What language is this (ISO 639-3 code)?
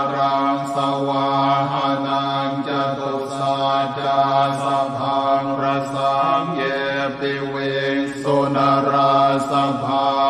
pli